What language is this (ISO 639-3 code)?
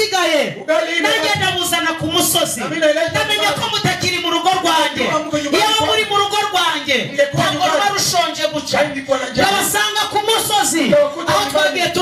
kin